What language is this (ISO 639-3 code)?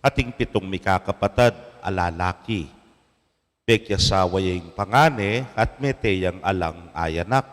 pam